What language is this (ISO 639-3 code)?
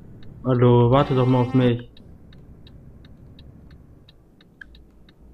deu